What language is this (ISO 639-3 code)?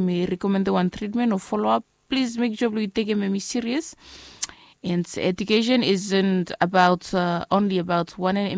bis